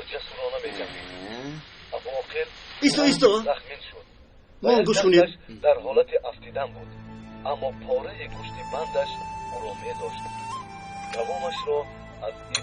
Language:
Tajik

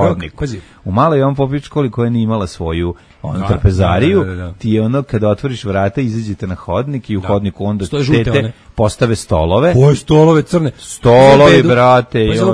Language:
Serbian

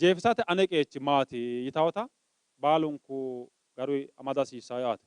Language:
Sidamo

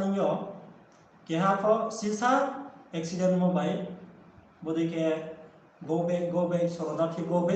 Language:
Riang (India)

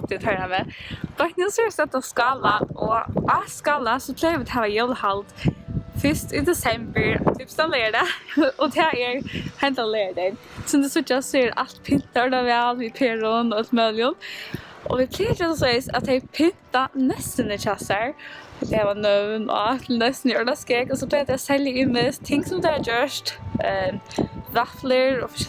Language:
Faroese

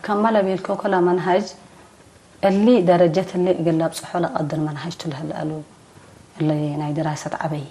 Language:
Tigre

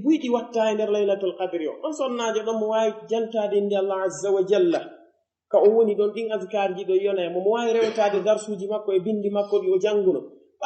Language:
Pular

